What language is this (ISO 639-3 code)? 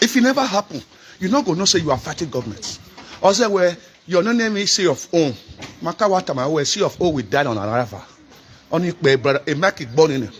pcm